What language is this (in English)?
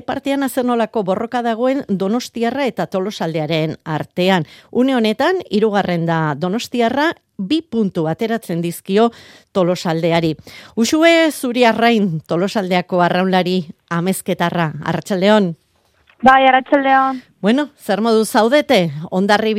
Basque